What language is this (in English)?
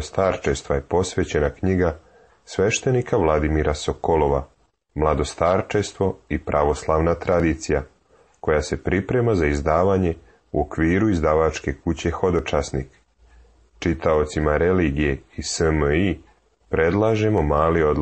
Serbian